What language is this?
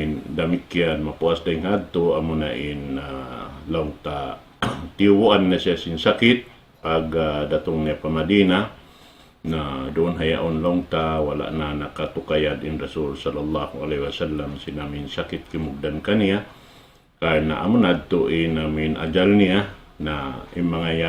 Tausug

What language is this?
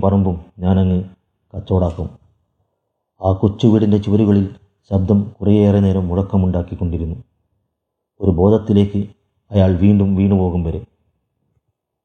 Malayalam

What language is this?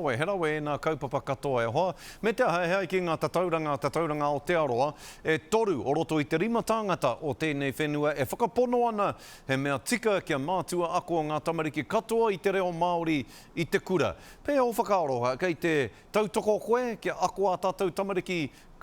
Māori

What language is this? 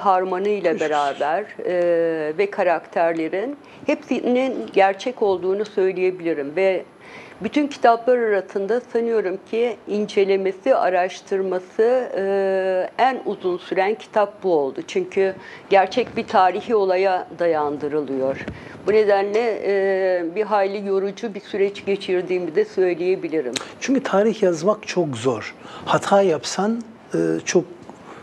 Turkish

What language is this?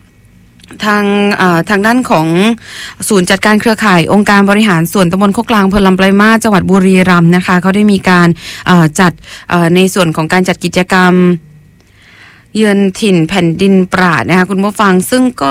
Thai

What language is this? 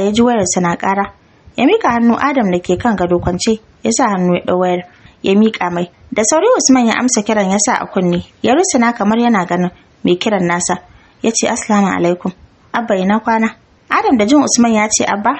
Hausa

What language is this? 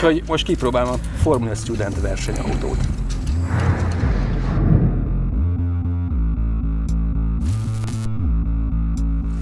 Hungarian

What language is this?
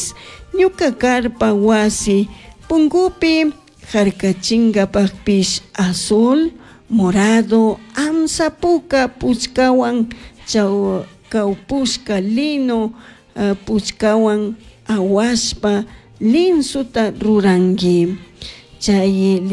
Chimborazo Highland Quichua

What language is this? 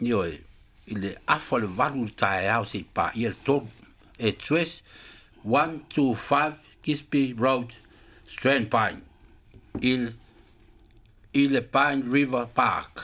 Samoan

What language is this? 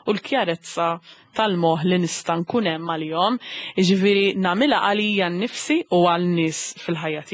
Maltese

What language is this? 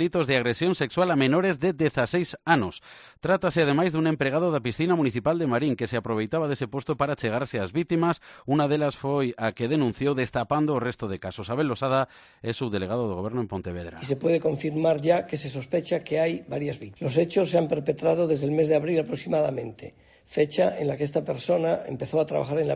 Galician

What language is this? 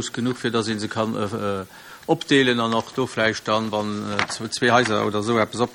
Luxembourgish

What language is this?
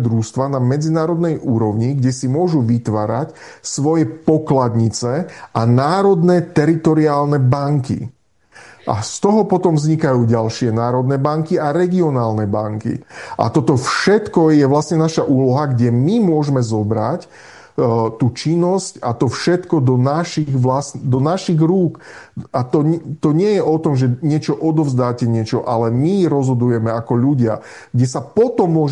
Slovak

